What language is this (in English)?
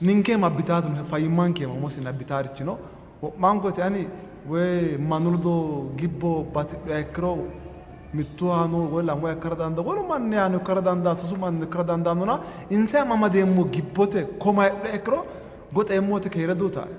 Sidamo